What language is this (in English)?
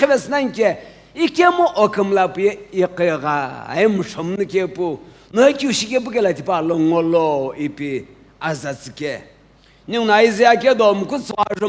Sumi Naga